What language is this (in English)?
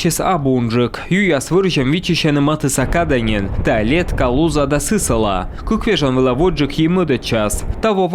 Komi